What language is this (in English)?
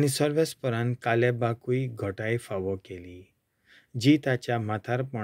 Konkani